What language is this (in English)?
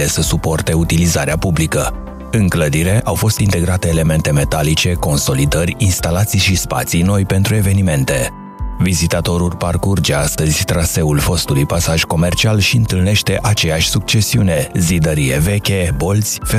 Romanian